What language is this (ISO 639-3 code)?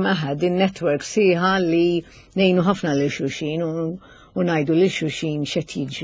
mlt